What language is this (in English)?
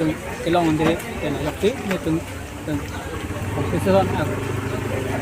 Karbi